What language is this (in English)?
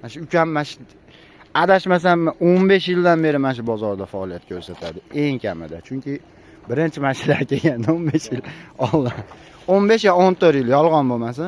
Uzbek